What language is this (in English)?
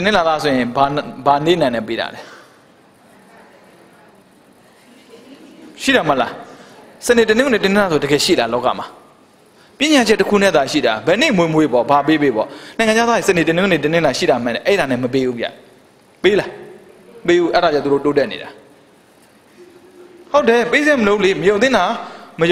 Burmese